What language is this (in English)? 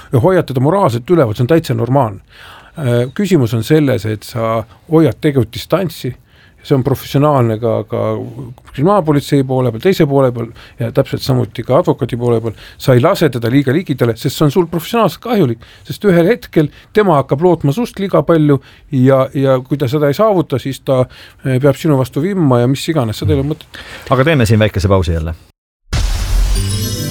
Estonian